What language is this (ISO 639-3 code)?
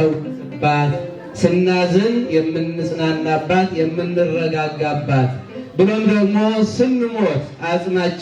amh